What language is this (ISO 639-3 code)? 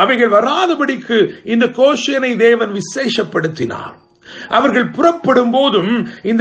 tam